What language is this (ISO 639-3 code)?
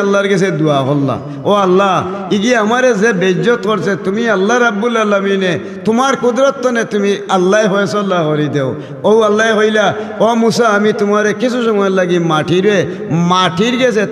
syl